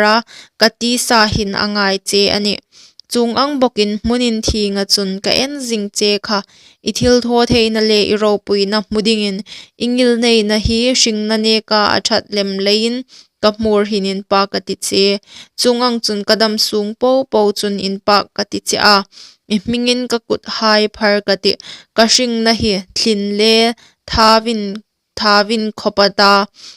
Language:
Hmar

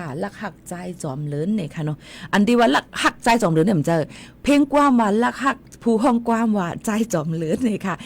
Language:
Shan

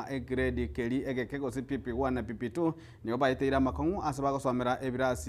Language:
Gusii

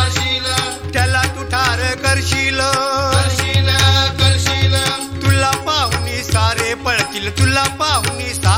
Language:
Marathi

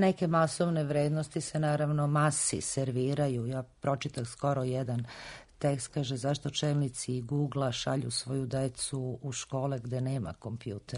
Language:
Serbian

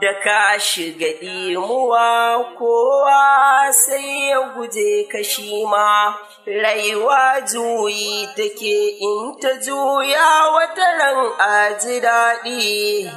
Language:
Hausa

